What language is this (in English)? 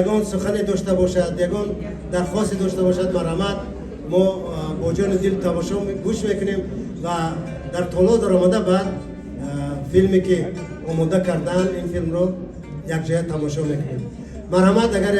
Tajik